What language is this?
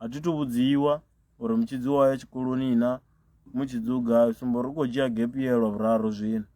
Venda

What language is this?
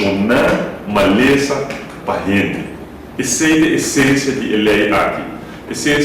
Papiamento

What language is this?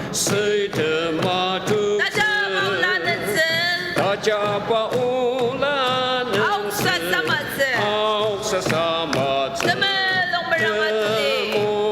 Ao Naga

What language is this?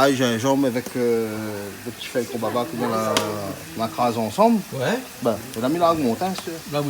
Réunion Creole French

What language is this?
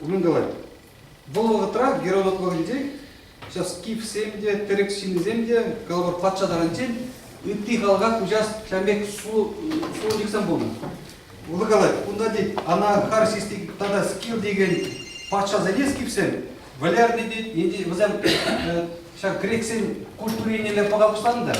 Chuvash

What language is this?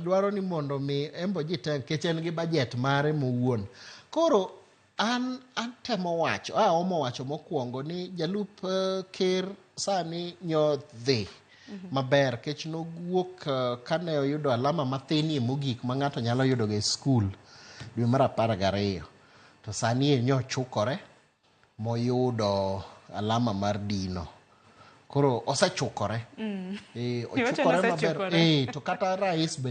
Luo (Kenya and Tanzania)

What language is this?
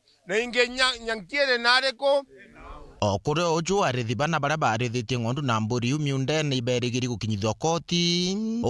Meru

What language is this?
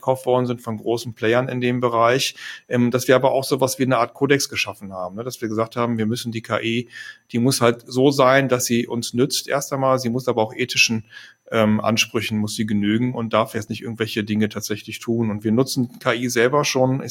German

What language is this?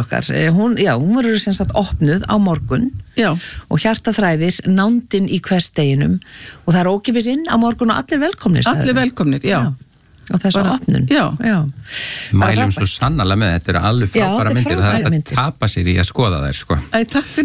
Icelandic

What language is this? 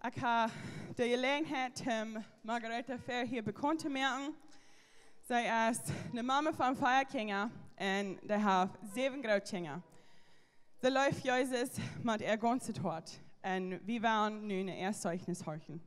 Plautdietsch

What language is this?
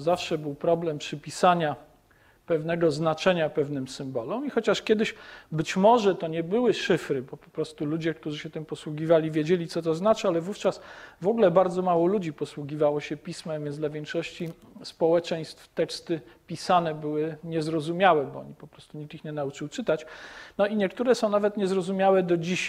Polish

